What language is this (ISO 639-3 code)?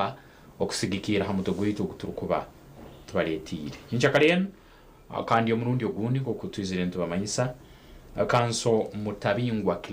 nyn